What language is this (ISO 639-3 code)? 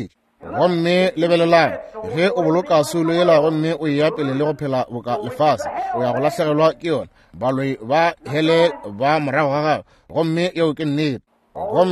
nso